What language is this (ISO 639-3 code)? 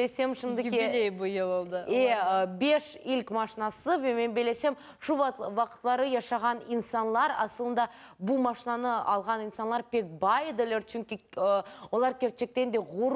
crh